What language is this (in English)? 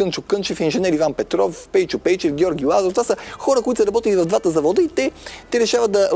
Bulgarian